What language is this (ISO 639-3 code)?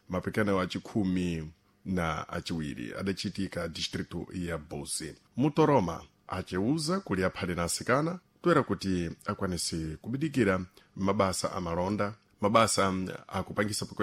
seh